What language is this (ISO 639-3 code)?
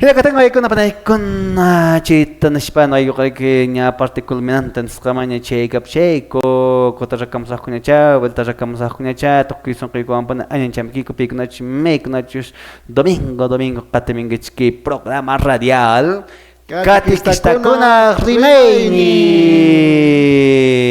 que